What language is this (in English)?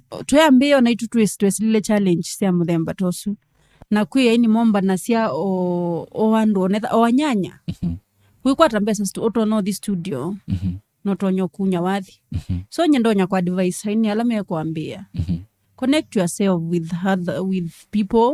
Kamba